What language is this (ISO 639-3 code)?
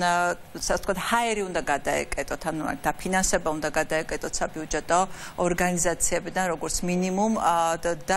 kat